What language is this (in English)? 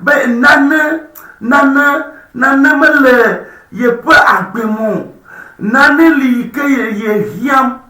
Ewe